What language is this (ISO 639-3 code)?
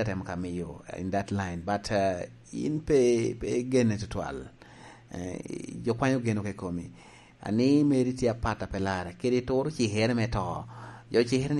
laj